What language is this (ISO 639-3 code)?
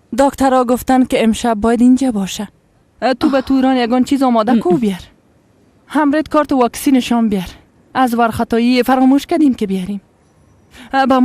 fas